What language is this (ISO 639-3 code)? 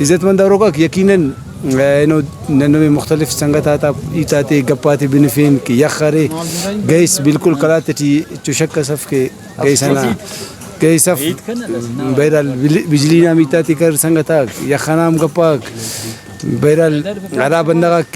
brh